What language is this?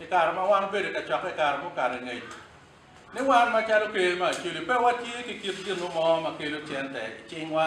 Acoli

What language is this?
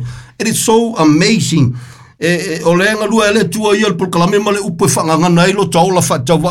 Samoan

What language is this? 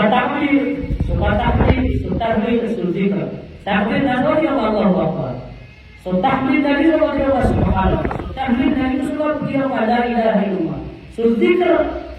Maranao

